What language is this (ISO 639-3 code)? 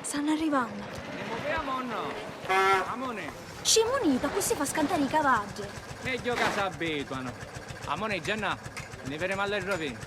scn